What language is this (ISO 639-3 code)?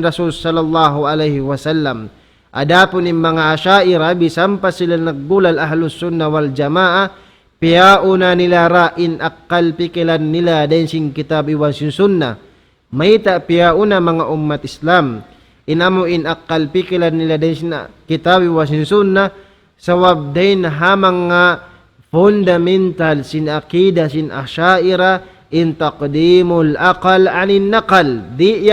tsg